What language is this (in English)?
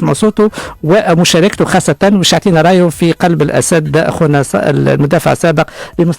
Tunisian Arabic